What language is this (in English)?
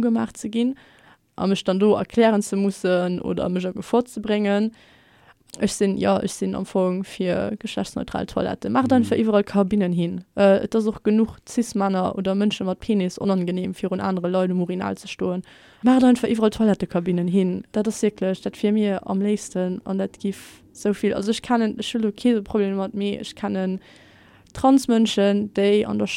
Luxembourgish